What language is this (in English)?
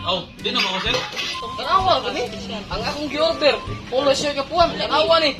Cebuano